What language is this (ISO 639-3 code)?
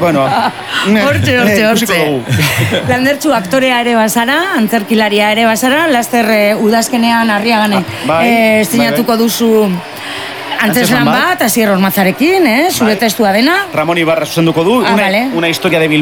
eus